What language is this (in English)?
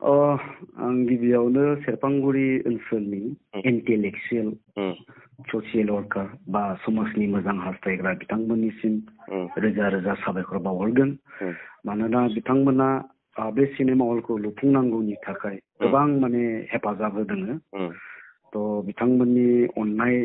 Bodo